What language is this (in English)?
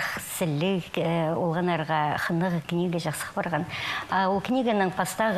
Khakas